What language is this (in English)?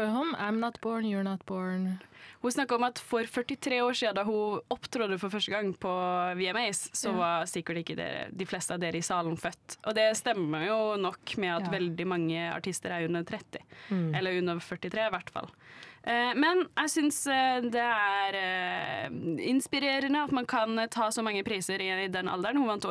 Norwegian